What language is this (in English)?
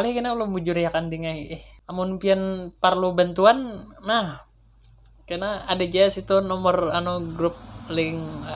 Banjar